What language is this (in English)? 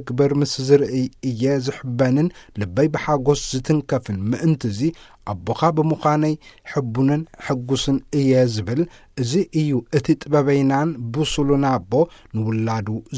Tigrinya